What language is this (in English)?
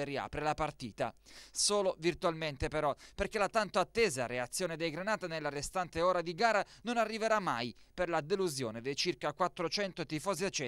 Italian